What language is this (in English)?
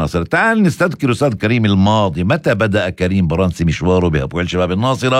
North Levantine Arabic